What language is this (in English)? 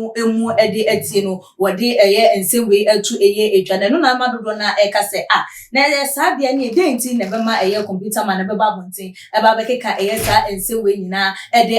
Akan